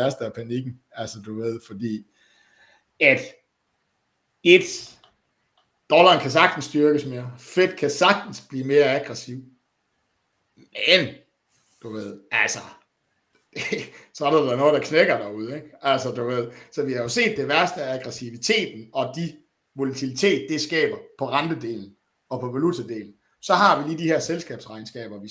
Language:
Danish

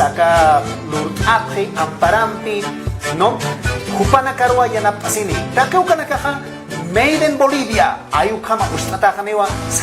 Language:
Aymara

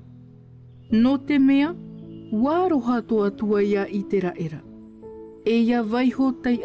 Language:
Tahitian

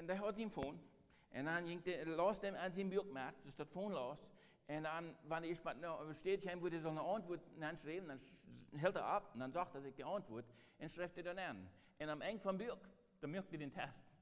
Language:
Plautdietsch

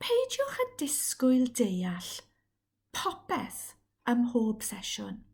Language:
Welsh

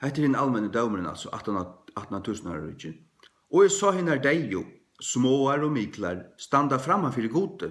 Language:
Faroese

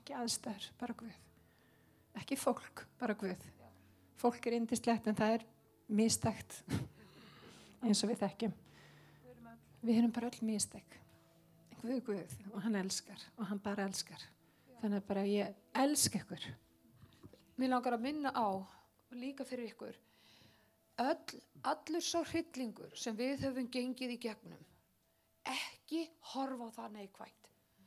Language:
Icelandic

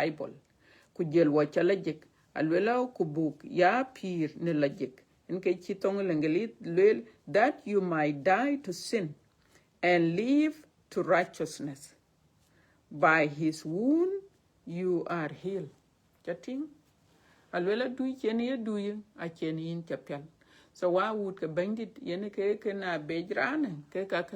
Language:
Dinka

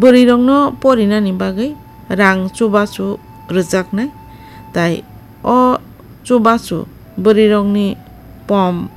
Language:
Kok Borok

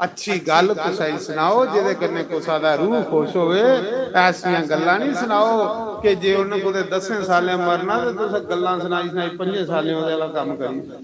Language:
Dogri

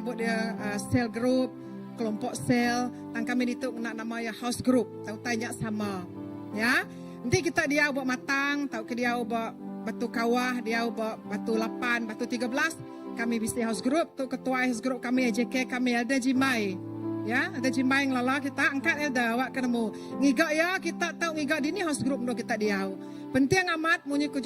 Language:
Iban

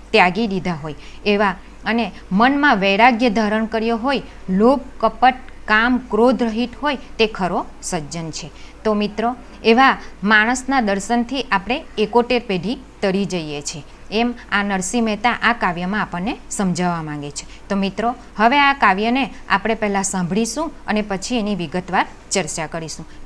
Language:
Gujarati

